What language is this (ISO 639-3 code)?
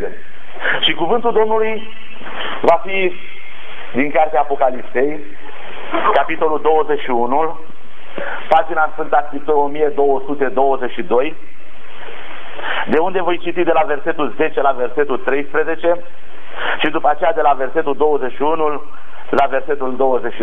ron